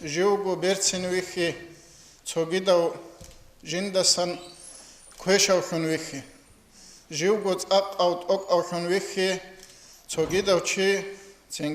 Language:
Avaric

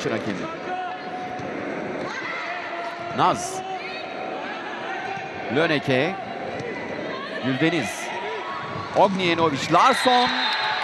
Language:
Turkish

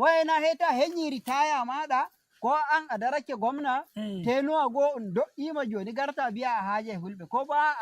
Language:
Nigerian Fulfulde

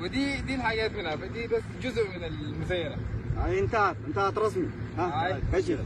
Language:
Sudanese Arabic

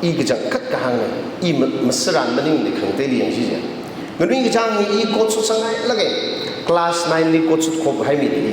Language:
Tangkhul Naga (India)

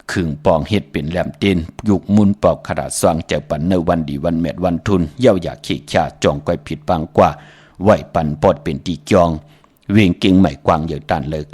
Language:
Shan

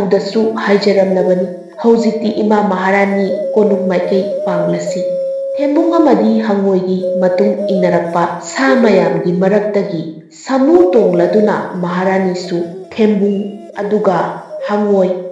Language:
Manipuri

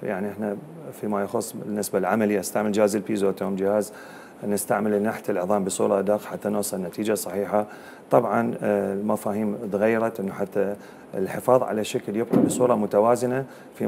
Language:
Mesopotamian Arabic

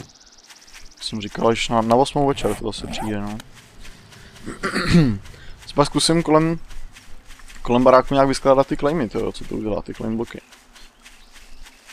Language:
Czech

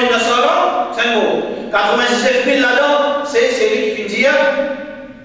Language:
Morisyen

